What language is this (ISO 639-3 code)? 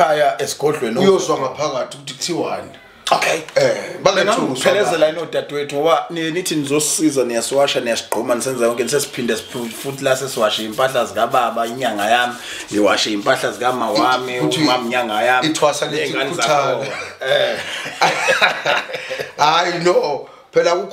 zul